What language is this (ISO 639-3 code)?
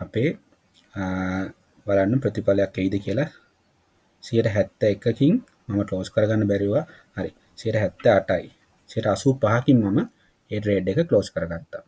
sin